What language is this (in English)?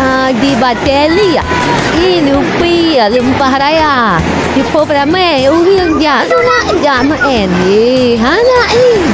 Achinese